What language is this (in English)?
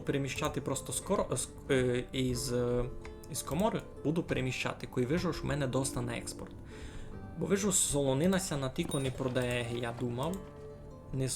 Rusyn